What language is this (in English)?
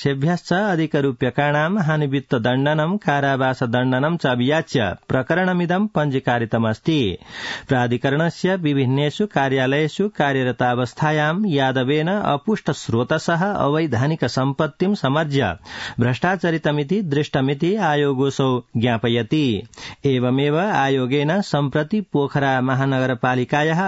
Sanskrit